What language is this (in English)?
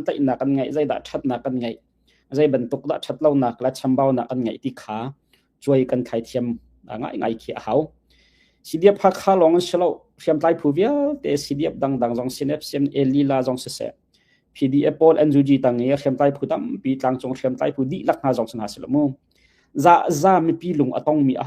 Hakha Chin